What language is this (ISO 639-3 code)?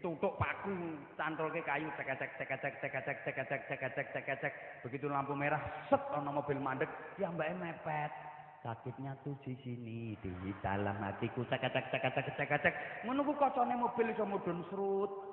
jav